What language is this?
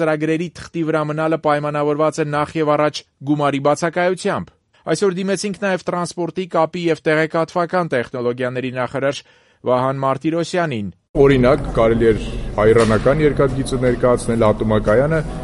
Armenian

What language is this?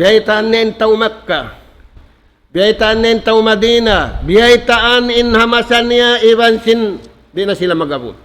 Tausug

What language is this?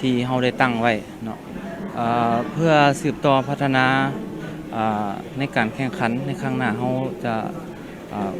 Lao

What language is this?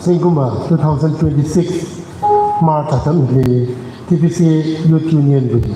Tangkhul Naga (India)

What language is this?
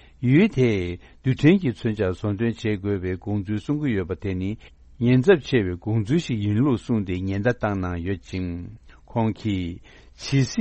Tibetan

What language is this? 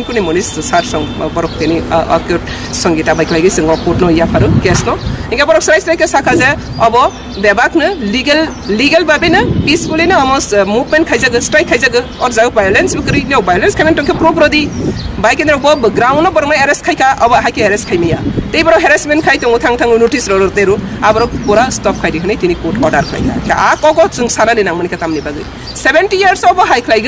Kok Borok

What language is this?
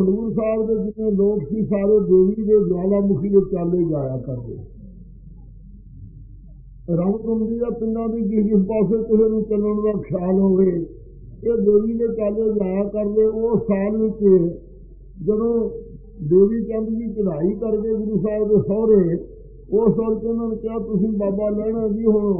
Punjabi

